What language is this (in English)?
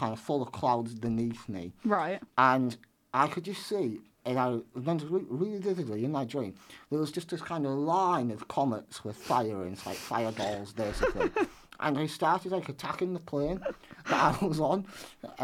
English